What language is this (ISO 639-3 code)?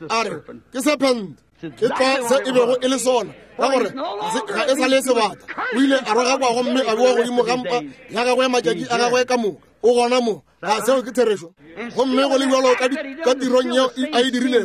nso